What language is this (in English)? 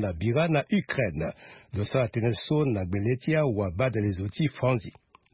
Sango